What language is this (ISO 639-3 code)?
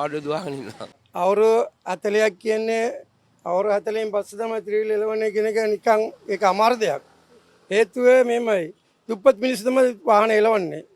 sin